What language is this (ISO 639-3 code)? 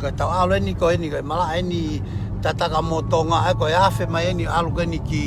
ton